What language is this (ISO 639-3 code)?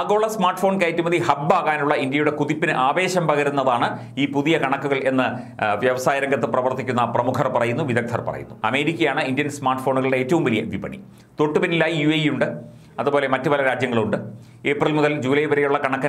mal